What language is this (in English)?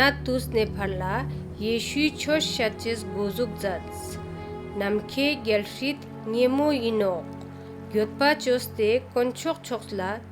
Ladakhi